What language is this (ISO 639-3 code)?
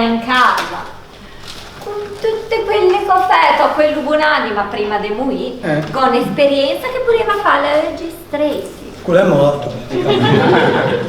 lij